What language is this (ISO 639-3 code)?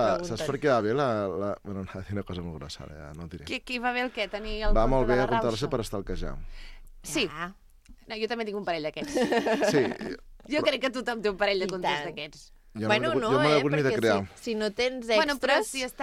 cat